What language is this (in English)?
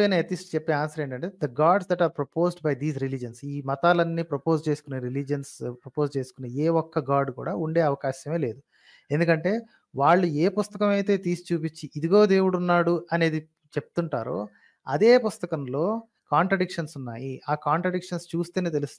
Telugu